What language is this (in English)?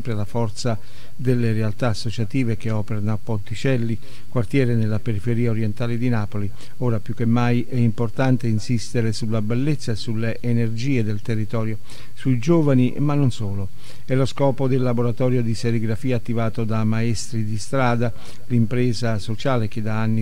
Italian